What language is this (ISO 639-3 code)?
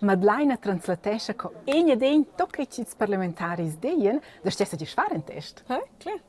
roh